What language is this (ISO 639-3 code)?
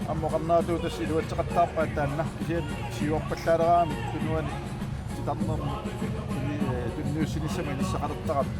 kal